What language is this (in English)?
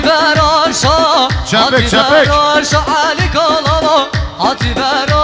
Kurdish